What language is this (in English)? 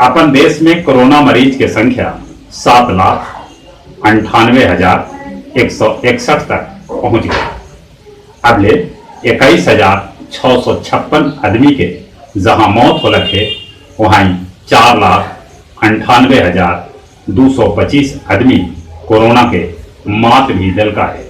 Magahi